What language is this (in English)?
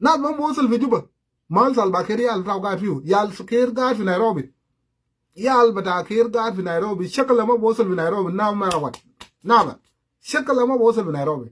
Sudanese Creole Arabic